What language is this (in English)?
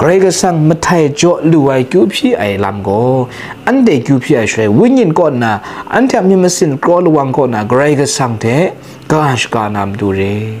Kachin